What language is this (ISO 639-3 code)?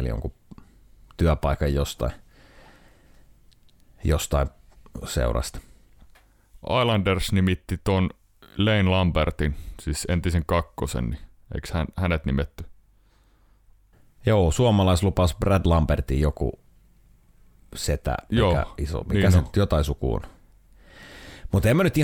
fin